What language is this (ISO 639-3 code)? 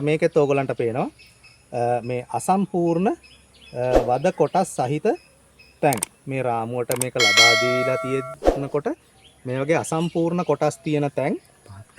sin